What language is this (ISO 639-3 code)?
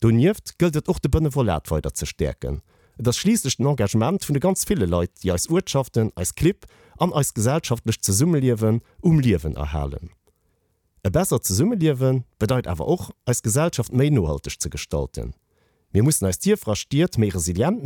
ltz